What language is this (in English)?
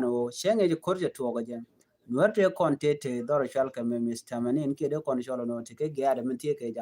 Nuer